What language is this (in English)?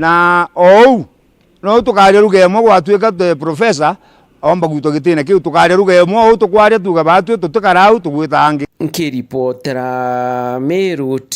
Meru